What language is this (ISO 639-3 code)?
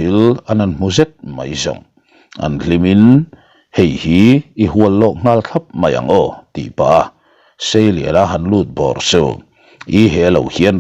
lus